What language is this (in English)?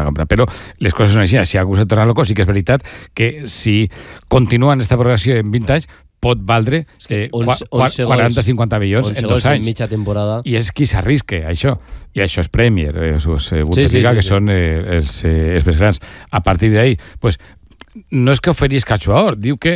Catalan